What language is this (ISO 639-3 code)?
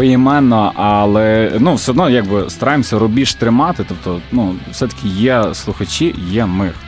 ukr